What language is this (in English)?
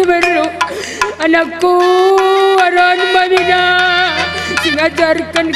Batak Karo